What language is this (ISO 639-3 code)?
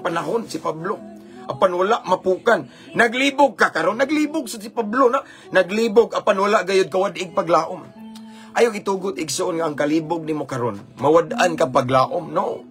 ceb